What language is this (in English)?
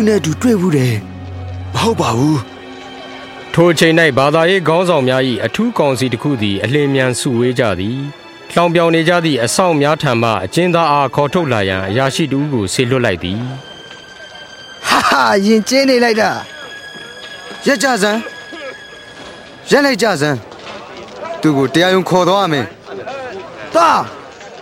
Burmese